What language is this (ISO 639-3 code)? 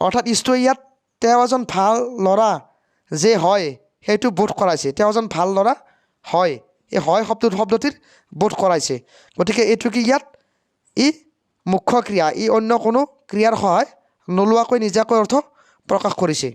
asm